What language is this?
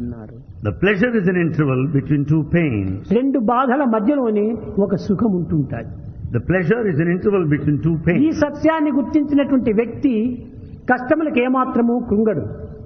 Telugu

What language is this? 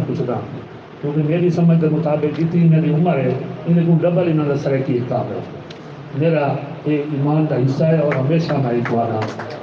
Saraiki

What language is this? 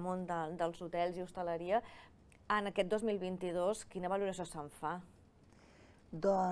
Catalan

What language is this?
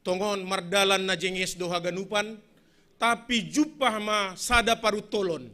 Batak Simalungun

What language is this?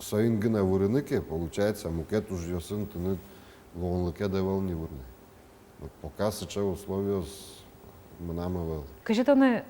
Udmurt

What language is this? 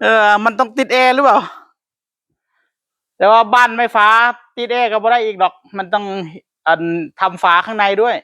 Northeastern Thai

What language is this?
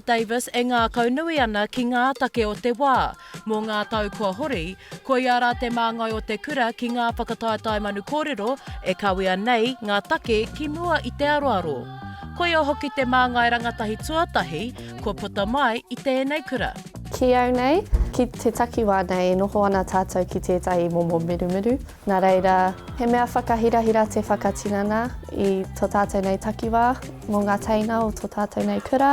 Māori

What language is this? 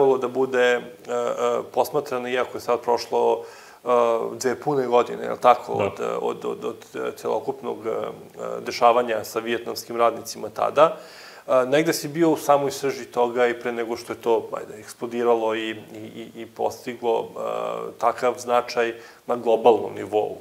Serbian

